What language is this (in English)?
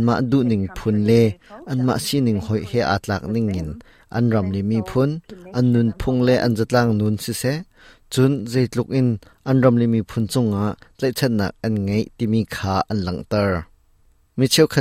Hakha Chin